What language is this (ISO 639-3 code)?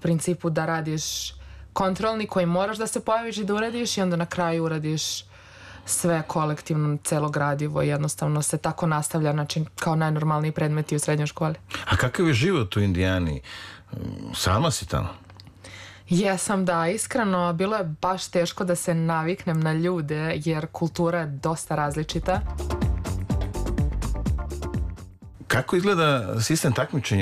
srp